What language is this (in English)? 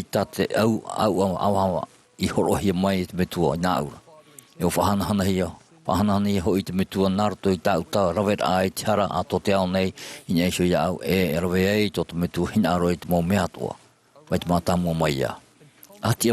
Tahitian